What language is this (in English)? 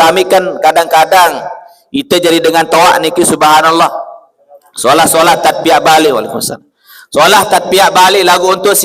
Sasak